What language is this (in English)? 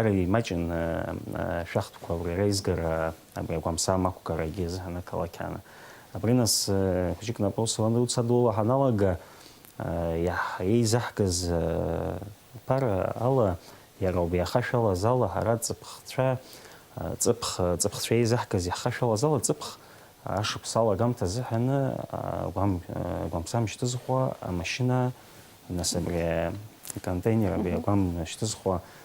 Abkhazian